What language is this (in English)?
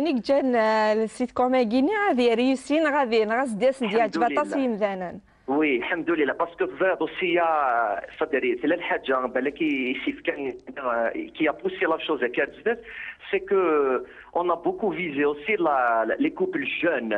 Kabyle